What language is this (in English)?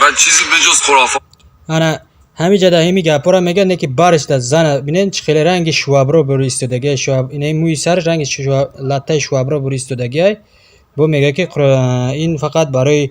Tajik